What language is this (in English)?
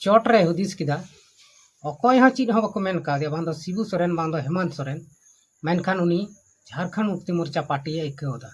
Santali